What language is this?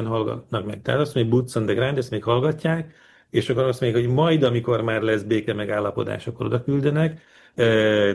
Hungarian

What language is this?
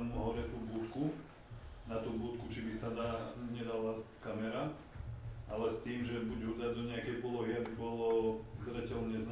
Slovak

